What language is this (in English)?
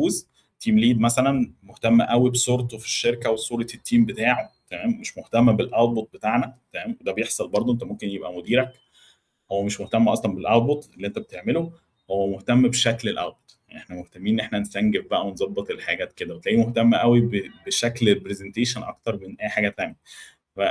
Egyptian Arabic